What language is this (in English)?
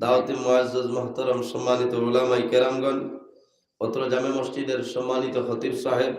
Sylheti